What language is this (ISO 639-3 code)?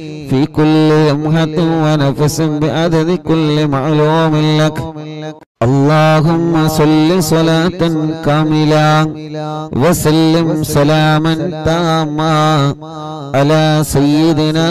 mal